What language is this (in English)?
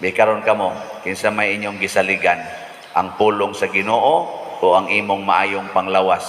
Cebuano